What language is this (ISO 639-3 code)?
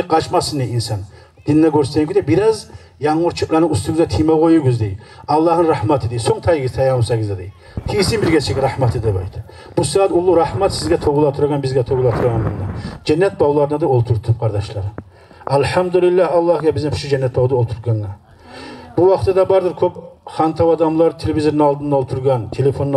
kum